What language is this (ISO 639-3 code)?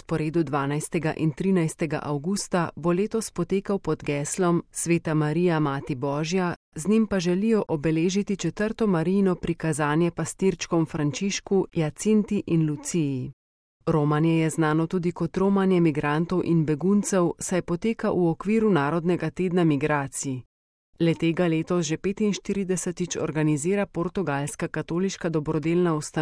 slv